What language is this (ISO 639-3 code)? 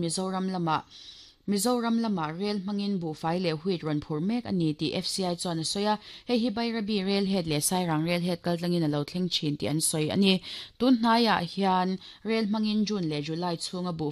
lus